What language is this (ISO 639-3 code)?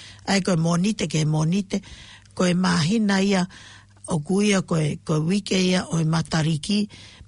ton